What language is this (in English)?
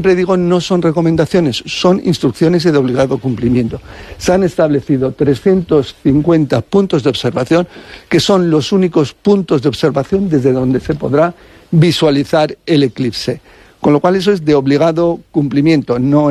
Spanish